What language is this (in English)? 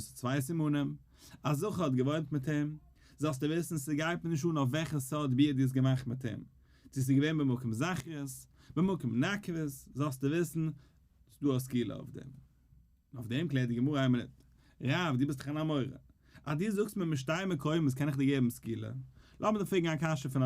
Yiddish